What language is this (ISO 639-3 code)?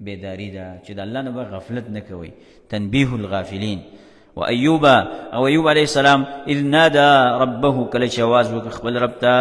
pus